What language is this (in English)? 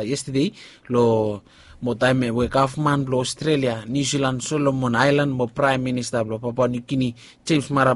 Bislama